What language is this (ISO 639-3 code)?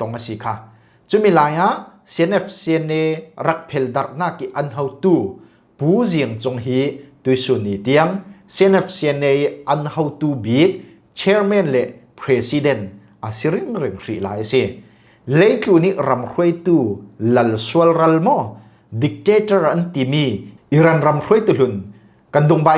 cfm